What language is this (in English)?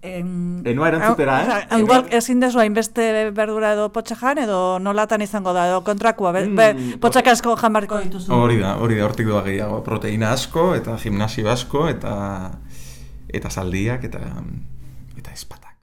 Basque